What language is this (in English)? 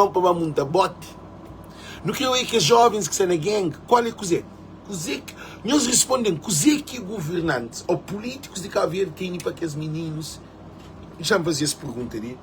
Kabuverdianu